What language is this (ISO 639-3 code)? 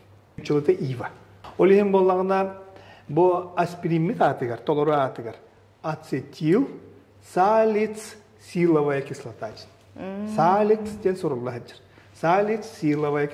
sah